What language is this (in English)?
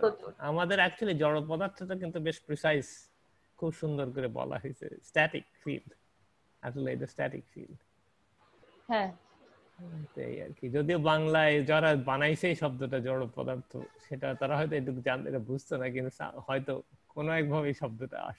Bangla